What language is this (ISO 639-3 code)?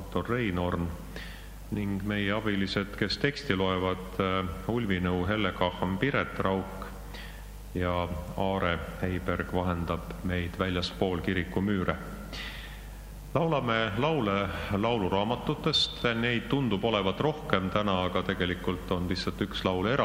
est